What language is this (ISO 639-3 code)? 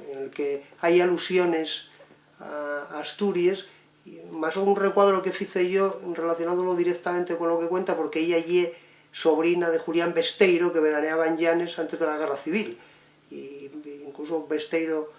ast